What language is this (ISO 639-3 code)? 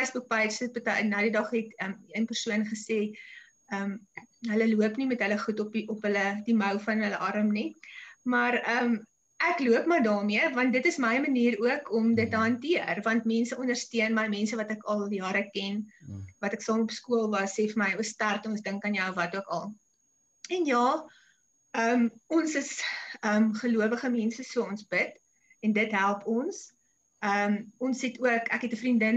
afr